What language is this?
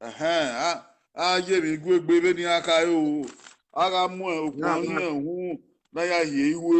Bini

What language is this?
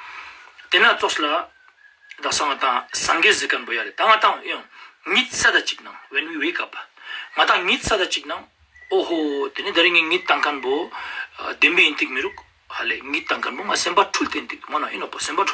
Ladakhi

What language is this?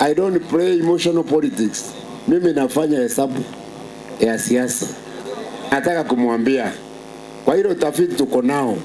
Meru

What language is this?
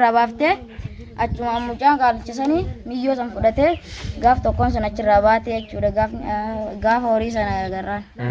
Oromo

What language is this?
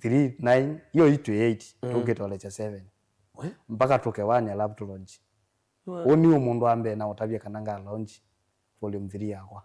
Kamba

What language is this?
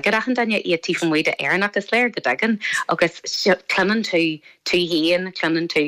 Irish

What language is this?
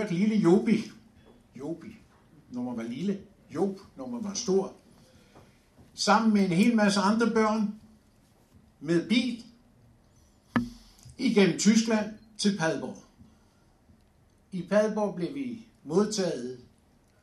Danish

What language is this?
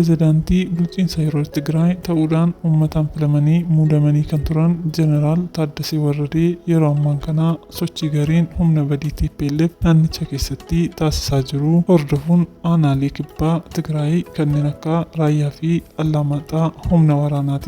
Oromo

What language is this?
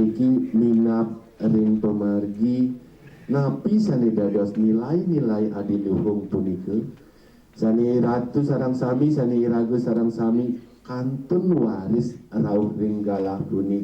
Balinese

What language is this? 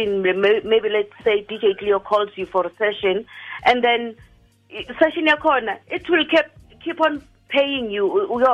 Tswana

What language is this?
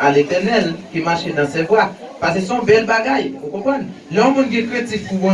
Haitian Creole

